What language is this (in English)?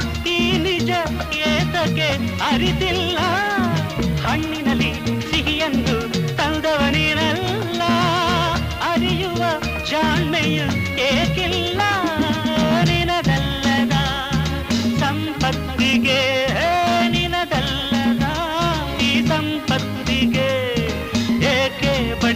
Kannada